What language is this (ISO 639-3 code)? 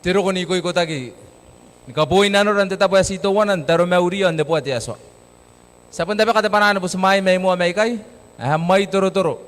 gil